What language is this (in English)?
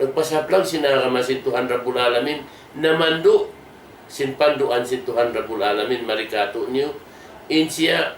Tausug